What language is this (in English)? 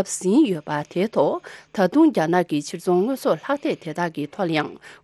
Tibetan